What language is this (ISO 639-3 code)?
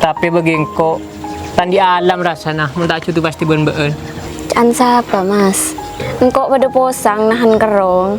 mad